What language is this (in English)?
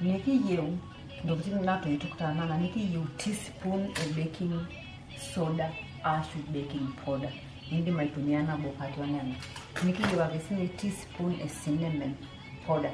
Masai